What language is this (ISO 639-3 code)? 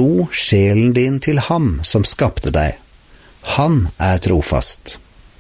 nor